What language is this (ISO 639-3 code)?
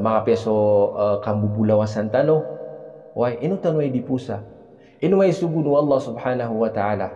mrw